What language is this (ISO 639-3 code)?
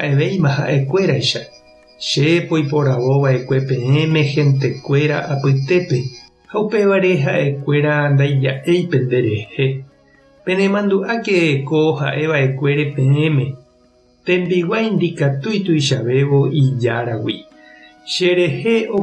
grn